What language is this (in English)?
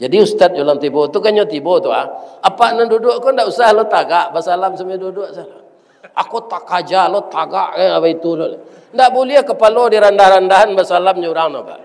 Minangkabau